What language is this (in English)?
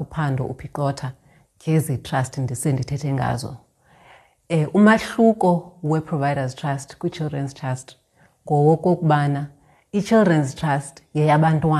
Xhosa